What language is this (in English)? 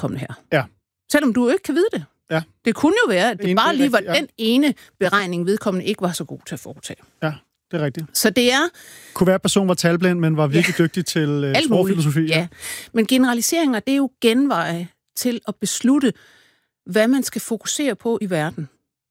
Danish